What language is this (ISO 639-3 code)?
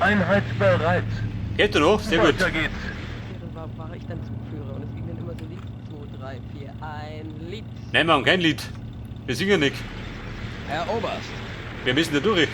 bar